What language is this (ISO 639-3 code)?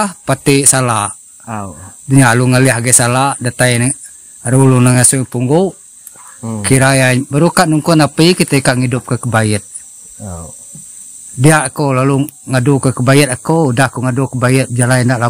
iba